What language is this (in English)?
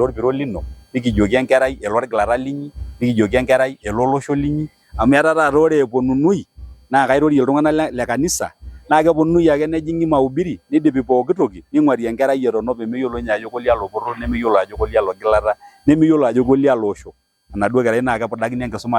Masai